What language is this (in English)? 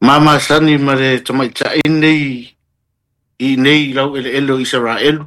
Samoan